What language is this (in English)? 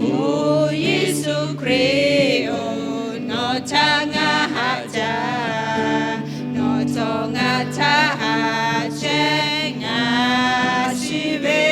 Lahu